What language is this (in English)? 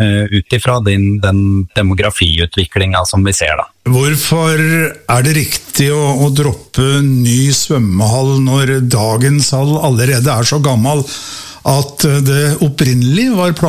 Norwegian